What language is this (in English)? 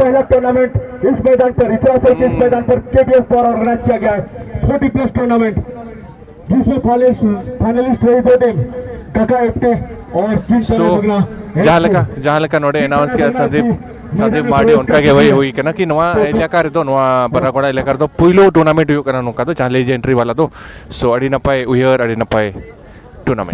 Santali